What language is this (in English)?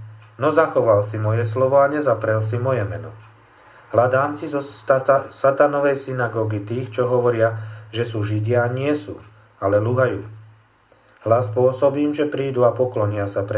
Slovak